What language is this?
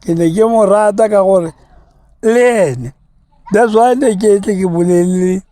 Tswana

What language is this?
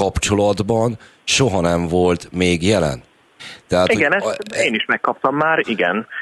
Hungarian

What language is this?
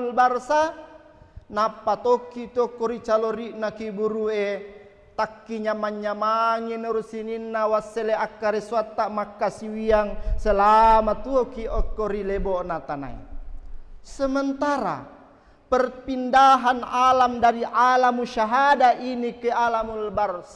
Buginese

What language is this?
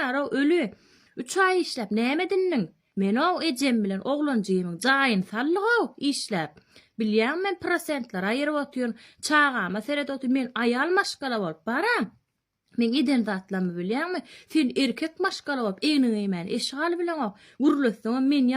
Turkmen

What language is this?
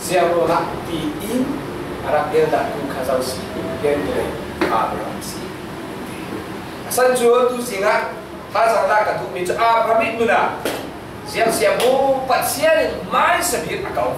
Falam Chin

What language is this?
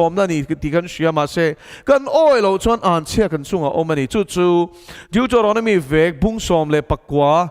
Mizo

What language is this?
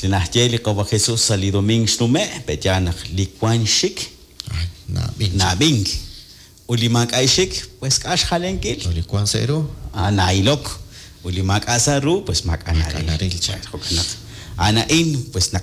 Kekchí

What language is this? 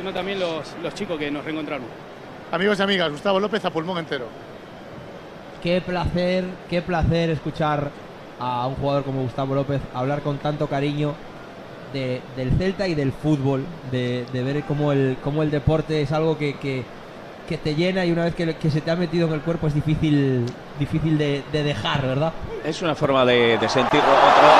Spanish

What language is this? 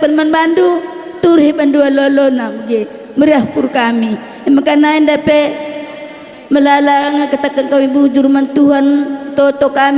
Batak Karo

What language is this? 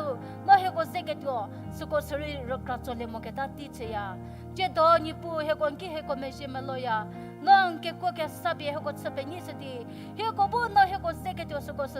Angami Naga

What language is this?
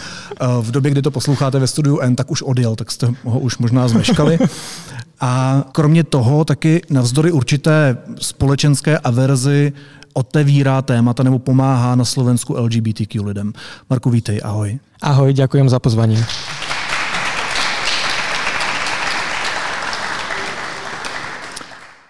Slovak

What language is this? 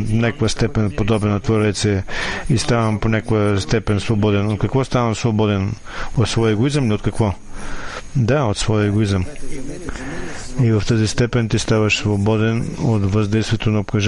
Bulgarian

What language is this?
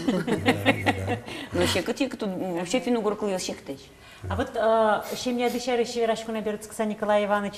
Udmurt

